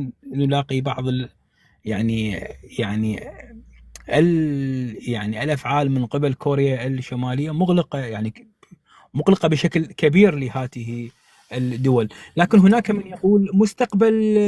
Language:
North Levantine Arabic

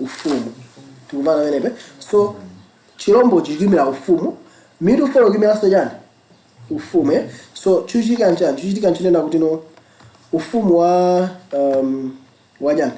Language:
Nyanja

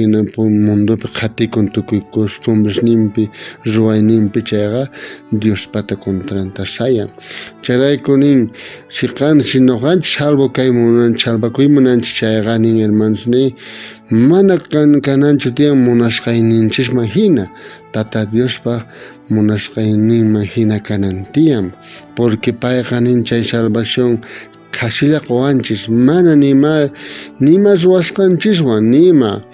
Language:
South Bolivian Quechua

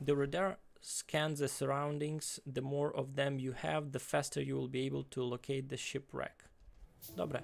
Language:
Rusyn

